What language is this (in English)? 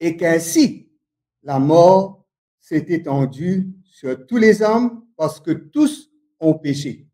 Morisyen